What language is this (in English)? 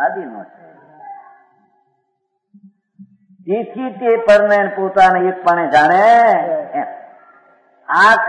Gujarati